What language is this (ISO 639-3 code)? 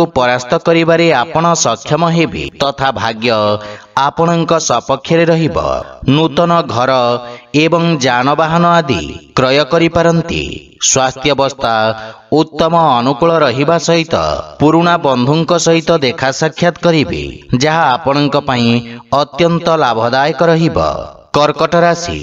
ori